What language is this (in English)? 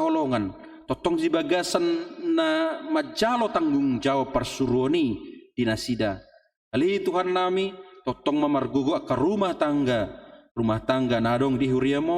Batak Toba